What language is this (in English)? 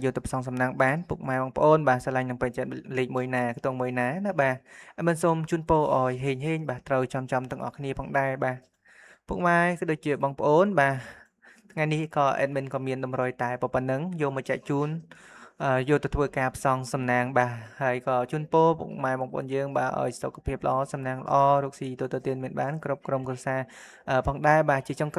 Khmer